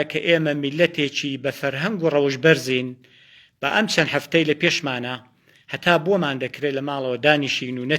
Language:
Central Kurdish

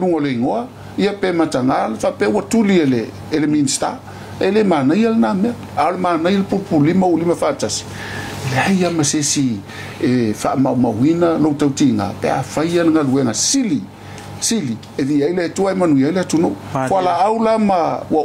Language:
Samoan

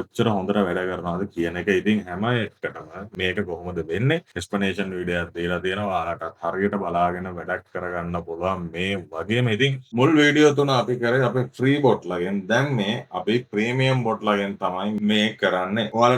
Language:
Sinhala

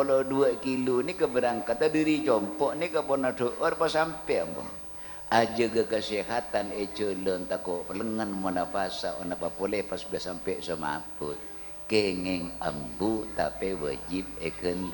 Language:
Madurese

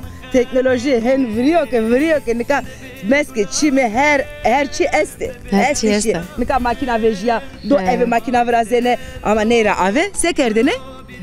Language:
Zaza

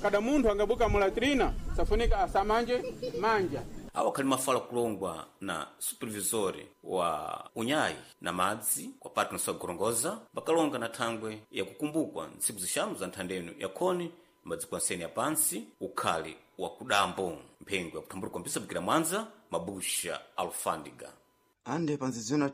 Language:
Sena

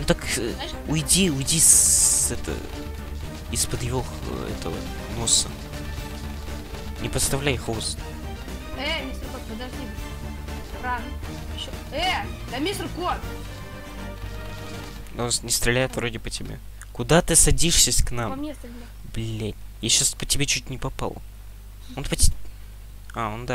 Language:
Russian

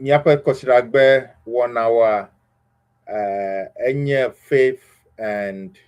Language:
Ewe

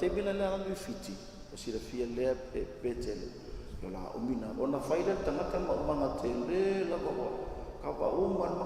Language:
Samoan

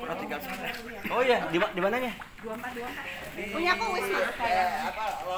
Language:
Indonesian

